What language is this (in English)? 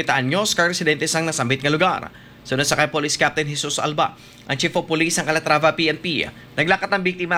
Hiligaynon